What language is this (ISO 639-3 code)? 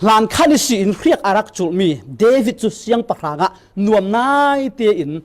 cfm